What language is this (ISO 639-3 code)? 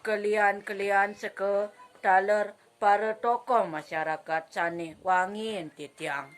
ban